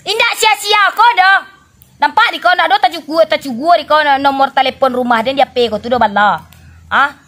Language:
Minangkabau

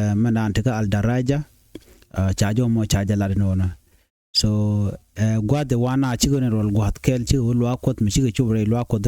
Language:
Nuer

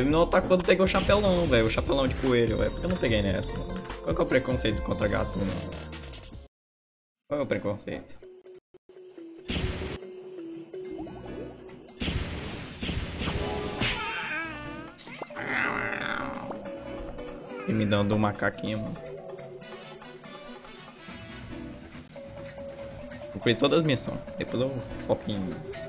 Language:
Portuguese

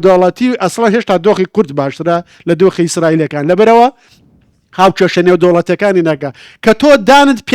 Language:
Central Kurdish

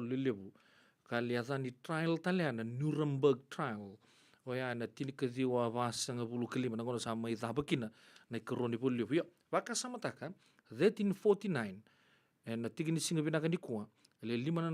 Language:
Fijian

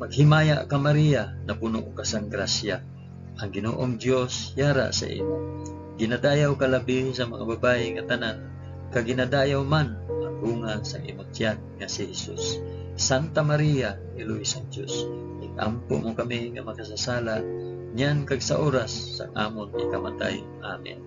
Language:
Hiligaynon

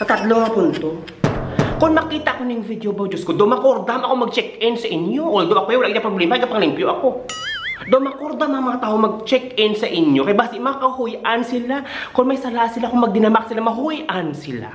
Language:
Hiligaynon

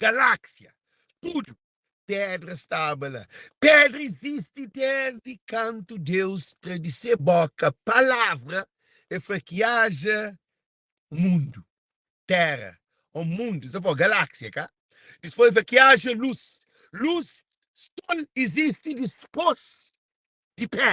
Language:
Kabuverdianu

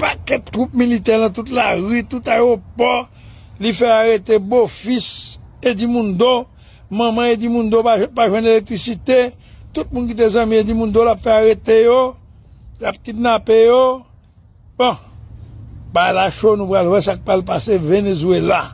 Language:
Haitian Creole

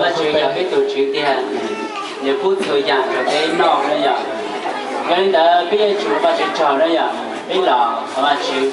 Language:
Hmong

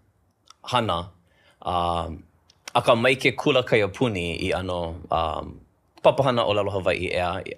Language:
Hawaiian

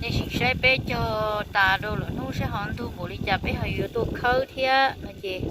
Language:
Hmong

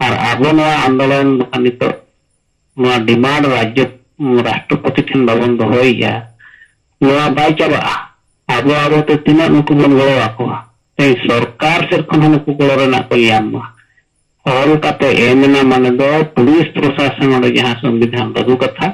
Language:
Santali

